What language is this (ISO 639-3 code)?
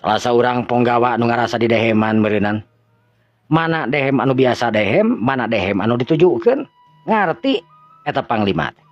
sun